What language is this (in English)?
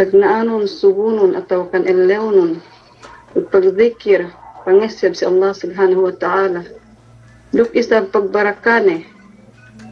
Yakan